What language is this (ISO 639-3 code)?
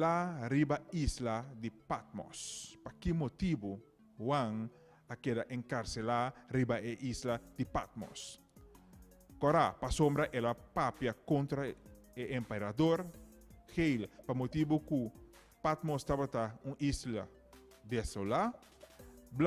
pap